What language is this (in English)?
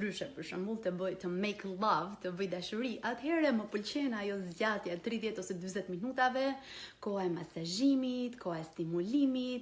Albanian